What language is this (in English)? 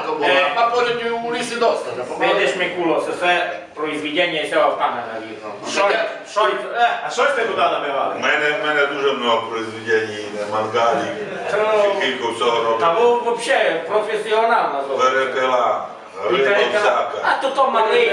Rusyn